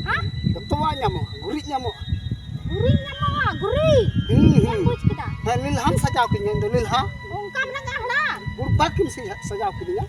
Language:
Santali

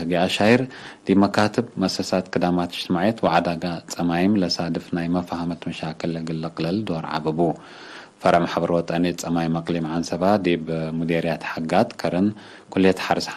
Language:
Tigre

